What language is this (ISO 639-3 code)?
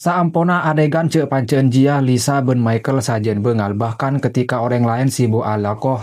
mad